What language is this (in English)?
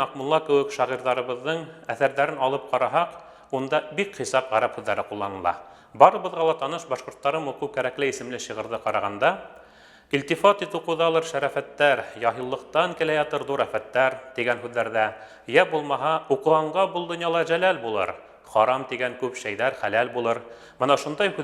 Bashkir